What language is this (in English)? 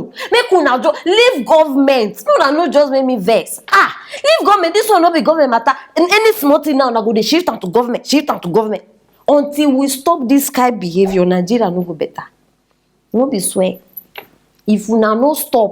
Nigerian Pidgin